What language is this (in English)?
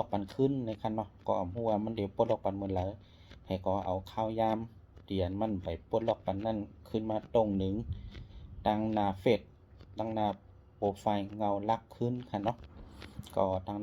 Shan